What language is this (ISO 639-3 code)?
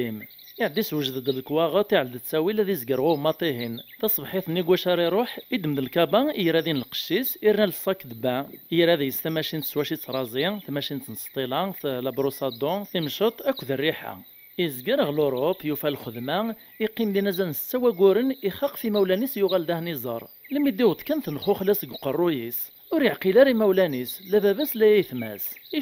kab